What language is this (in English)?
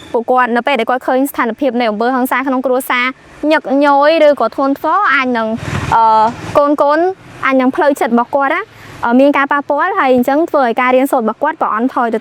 Khmer